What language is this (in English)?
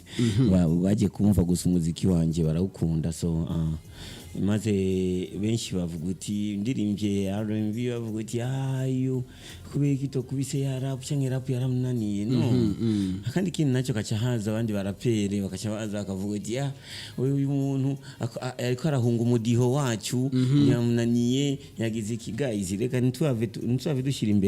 Rundi